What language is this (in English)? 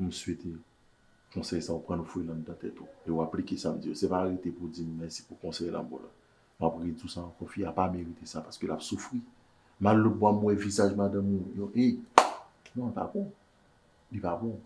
Haitian Creole